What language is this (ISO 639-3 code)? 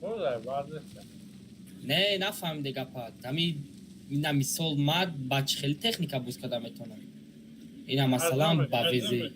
tgk